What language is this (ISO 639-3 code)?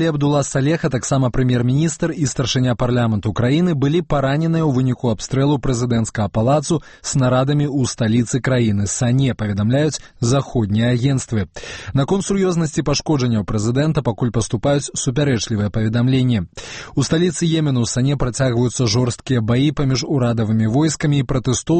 bel